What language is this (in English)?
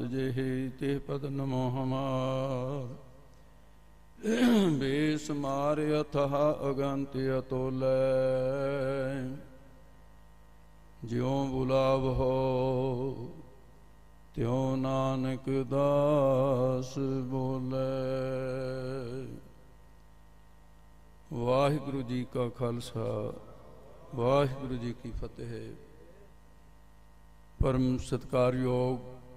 Punjabi